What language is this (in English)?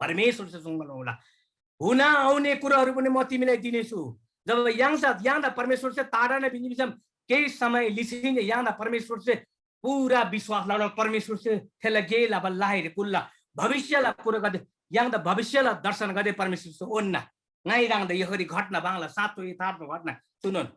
Eastern Tamang